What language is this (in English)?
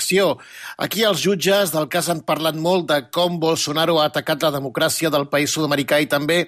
Catalan